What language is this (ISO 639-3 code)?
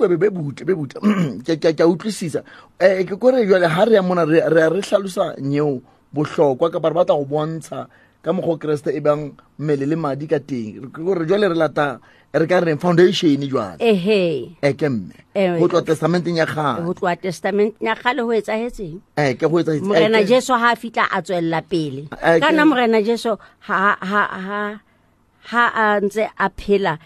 sot